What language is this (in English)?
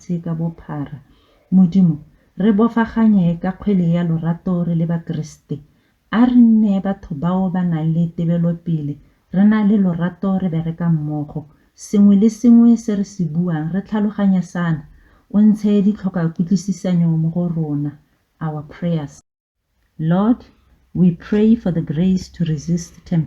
Tswana